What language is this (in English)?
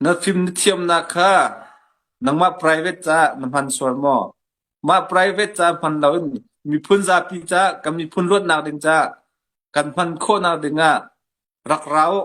Hakha Chin